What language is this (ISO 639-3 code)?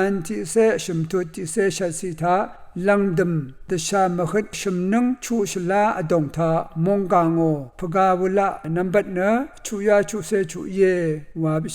raw